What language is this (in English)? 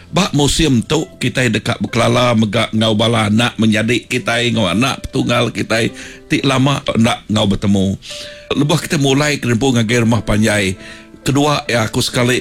Iban